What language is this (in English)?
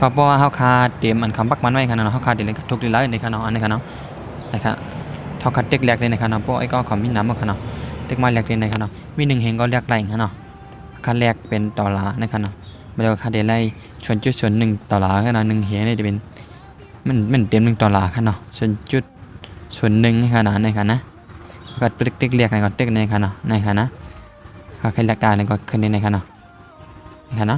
Shan